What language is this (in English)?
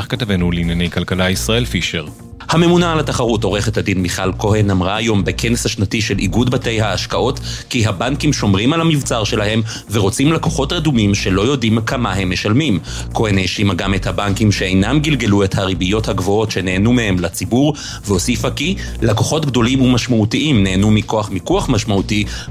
Hebrew